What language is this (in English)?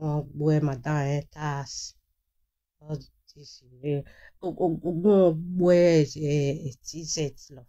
Nigerian Pidgin